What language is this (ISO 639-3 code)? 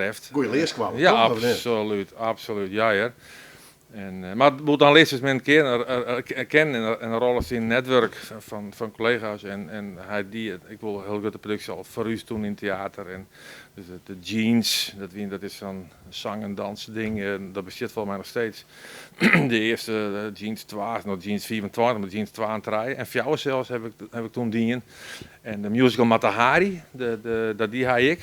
fry